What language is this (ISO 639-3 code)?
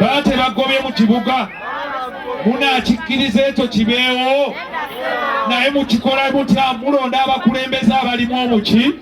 lug